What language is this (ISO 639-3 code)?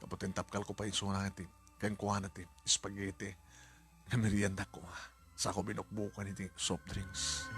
ilo